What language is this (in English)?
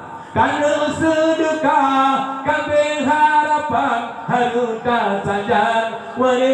Achinese